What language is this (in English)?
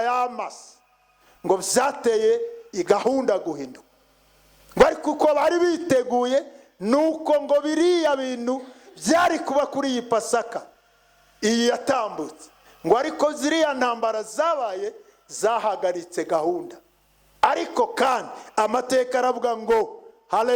Kinyarwanda